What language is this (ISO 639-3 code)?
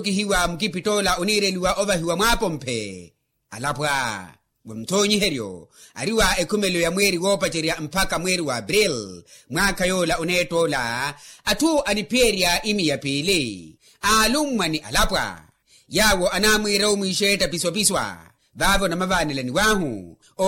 vmw